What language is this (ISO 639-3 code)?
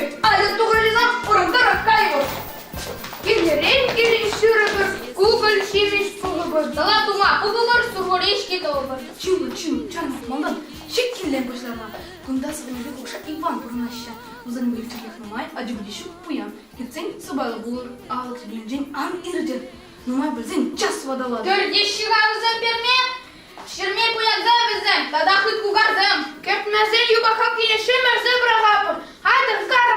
chv